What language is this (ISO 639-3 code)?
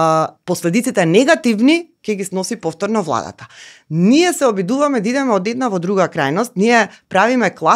mkd